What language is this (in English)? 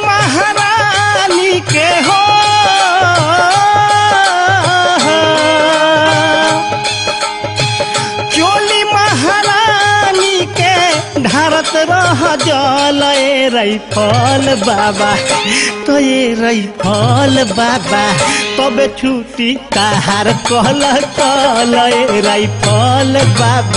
Bhojpuri